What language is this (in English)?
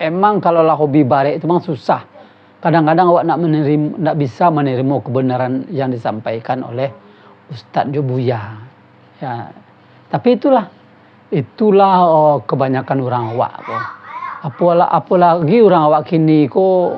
Minangkabau